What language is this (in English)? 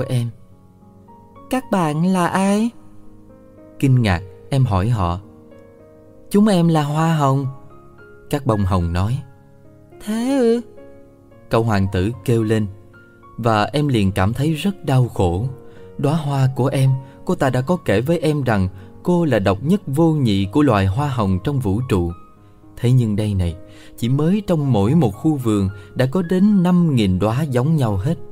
Vietnamese